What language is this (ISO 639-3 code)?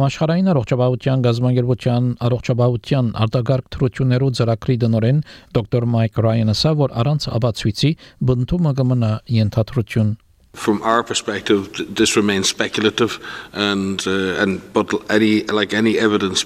hye